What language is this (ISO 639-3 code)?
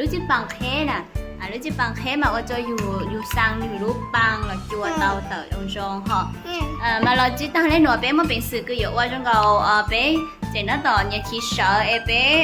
hmn